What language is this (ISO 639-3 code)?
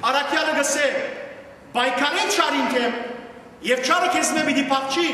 hyw